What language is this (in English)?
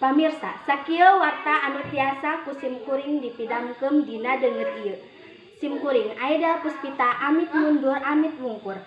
Sundanese